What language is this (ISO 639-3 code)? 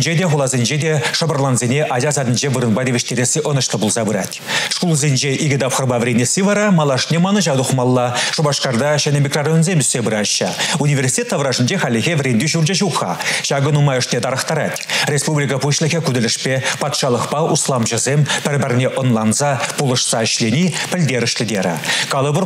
chv